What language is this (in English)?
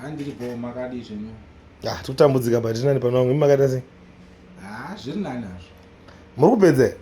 Shona